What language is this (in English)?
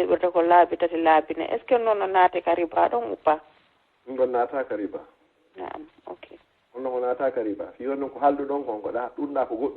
Fula